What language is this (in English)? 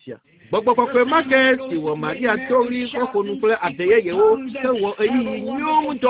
Ewe